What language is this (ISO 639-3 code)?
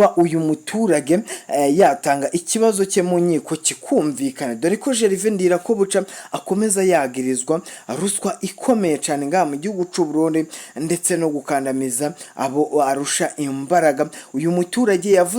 run